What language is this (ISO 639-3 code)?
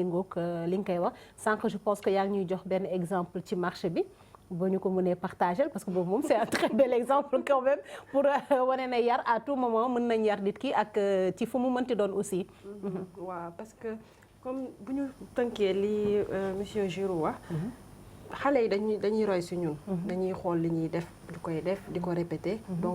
wol